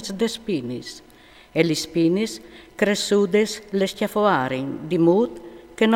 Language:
Friulian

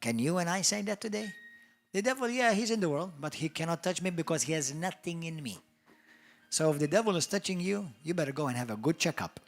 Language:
English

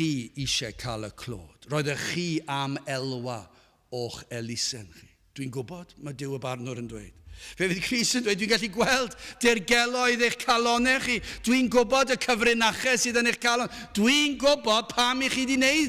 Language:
Welsh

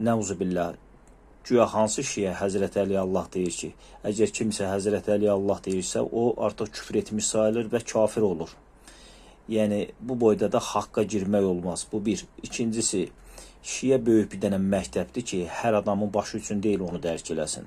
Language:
Azerbaijani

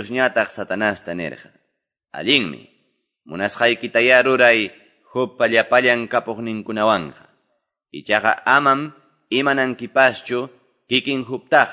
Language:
Quechua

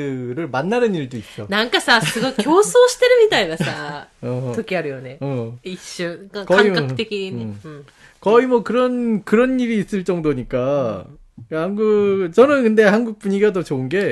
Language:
Korean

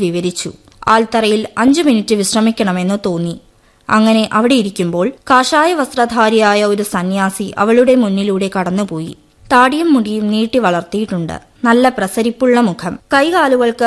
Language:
Malayalam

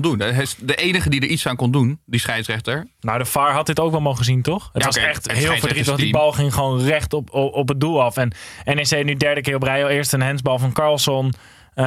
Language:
Dutch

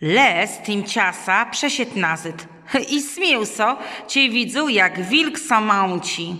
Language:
Kashubian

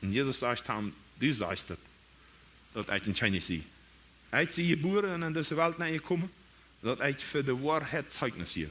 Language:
Plautdietsch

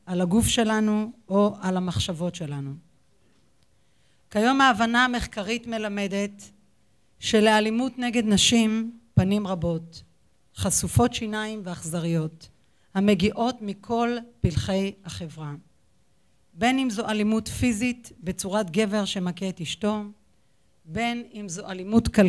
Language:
Hebrew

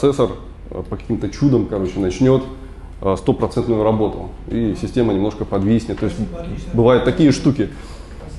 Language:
Russian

